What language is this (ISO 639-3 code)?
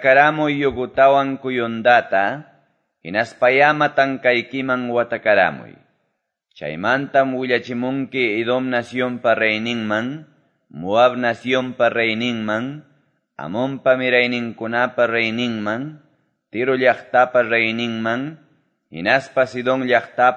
que